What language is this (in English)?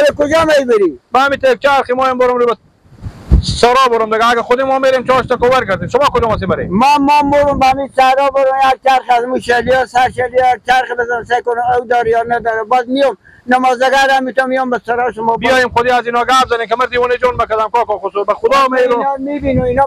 Persian